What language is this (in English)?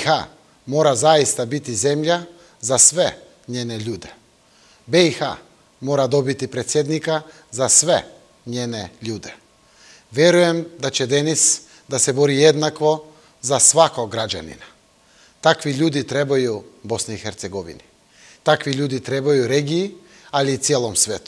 Bosnian